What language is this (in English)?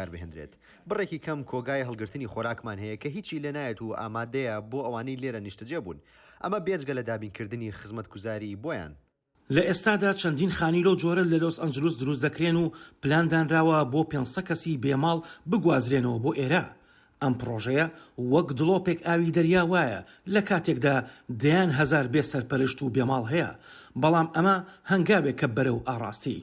Central Kurdish